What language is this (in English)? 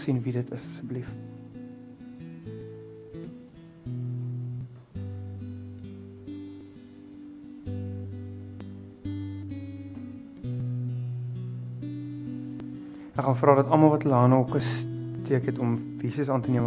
Afrikaans